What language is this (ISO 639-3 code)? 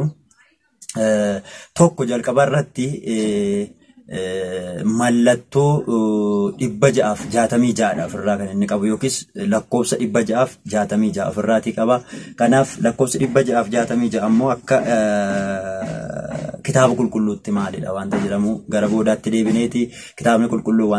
orm